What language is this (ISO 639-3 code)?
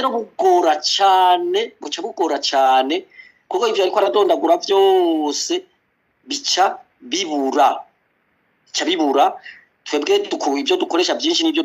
run